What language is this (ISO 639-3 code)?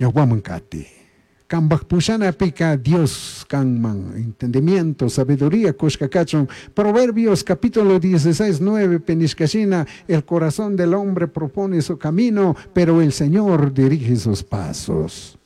qug